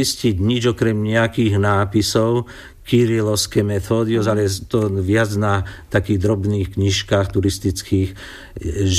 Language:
Slovak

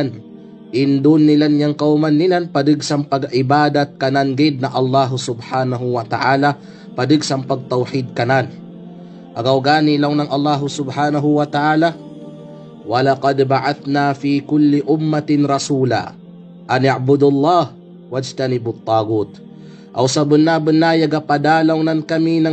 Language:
Kalagan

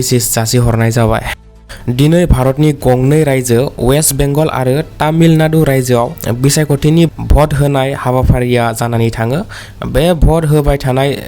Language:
Bodo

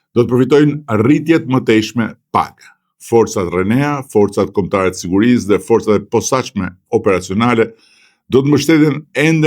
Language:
Albanian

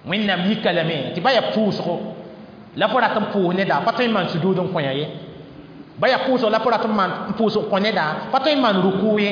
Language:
Mossi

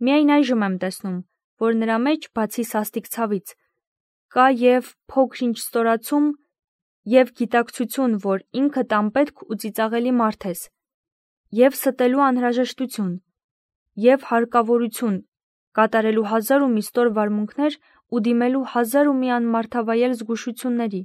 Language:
Armenian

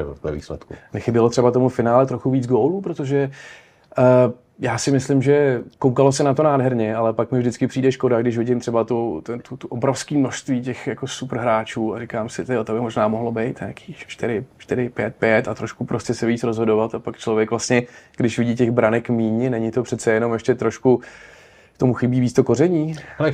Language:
Czech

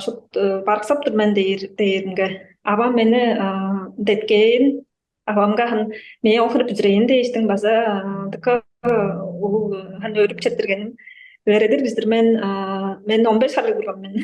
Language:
Tuvinian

